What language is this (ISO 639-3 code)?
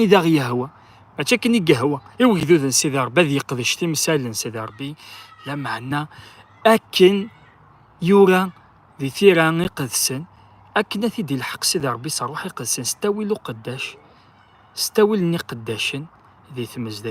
kab